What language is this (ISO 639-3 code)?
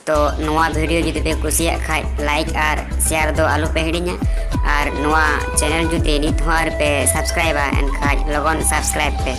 sat